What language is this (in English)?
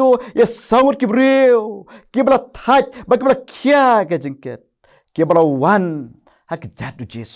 Khasi